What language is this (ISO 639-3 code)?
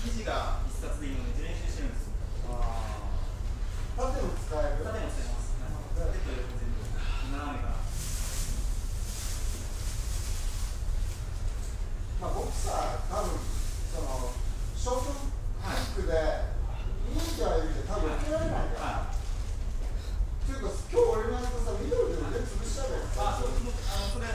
jpn